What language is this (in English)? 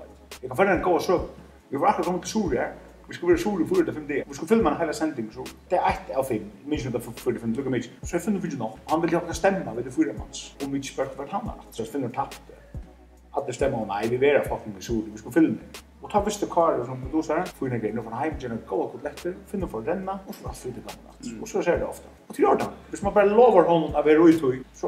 Faroese